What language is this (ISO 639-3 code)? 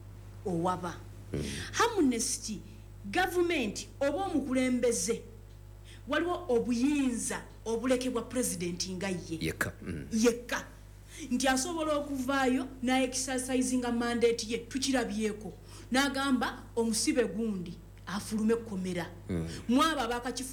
lug